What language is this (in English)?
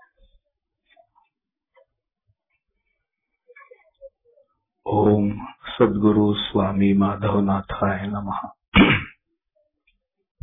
Marathi